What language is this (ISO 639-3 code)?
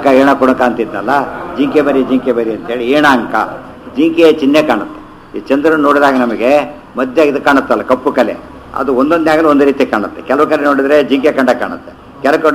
kan